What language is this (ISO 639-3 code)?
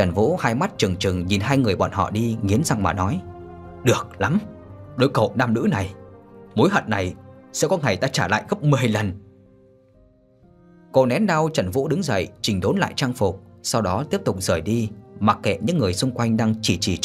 vie